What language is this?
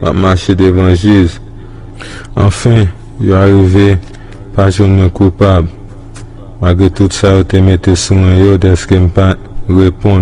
Haitian Creole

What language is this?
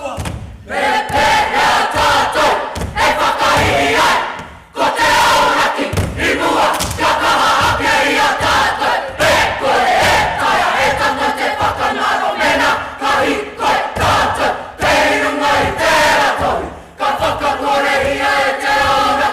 Māori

